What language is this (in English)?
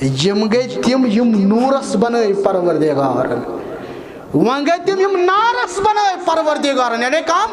Kashmiri